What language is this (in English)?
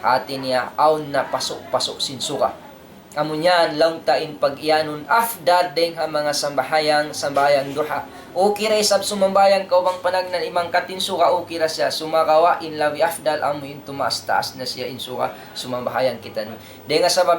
Tausug